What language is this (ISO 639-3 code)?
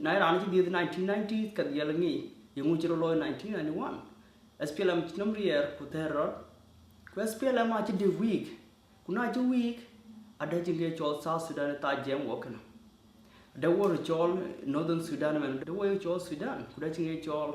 din